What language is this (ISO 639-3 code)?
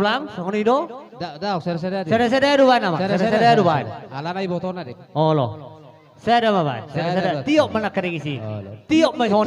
bbc